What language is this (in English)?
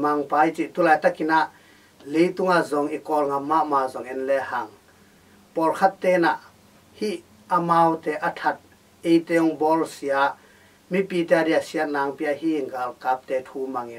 Tedim Chin